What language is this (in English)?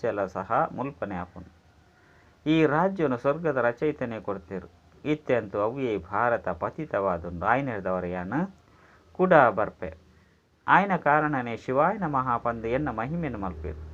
Tulu